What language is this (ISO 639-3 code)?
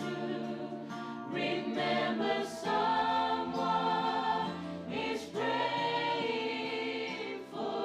fij